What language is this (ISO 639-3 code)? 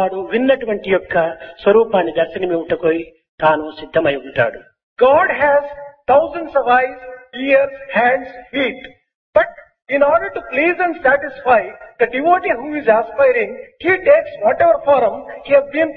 tel